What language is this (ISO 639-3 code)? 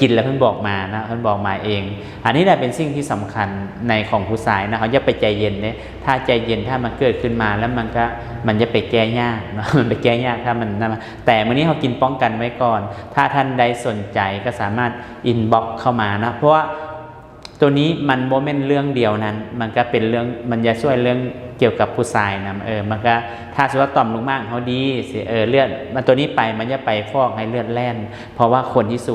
lao